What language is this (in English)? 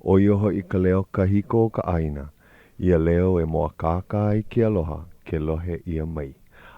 Hawaiian